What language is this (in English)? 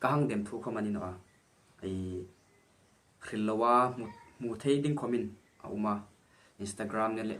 Hmar